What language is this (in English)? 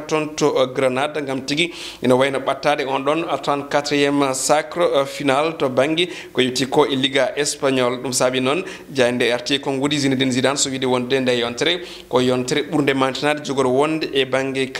Fula